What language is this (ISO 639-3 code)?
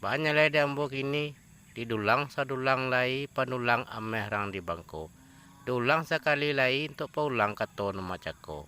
min